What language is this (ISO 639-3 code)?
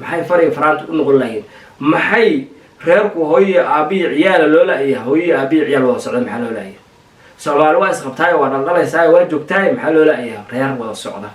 som